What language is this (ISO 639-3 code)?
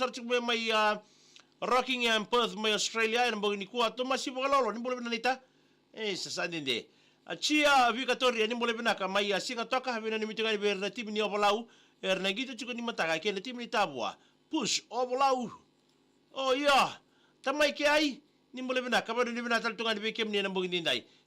fij